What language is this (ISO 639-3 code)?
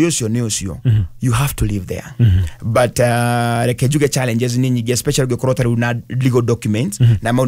kik